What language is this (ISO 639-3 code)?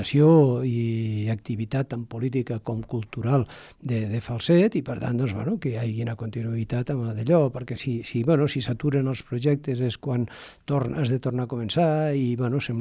cat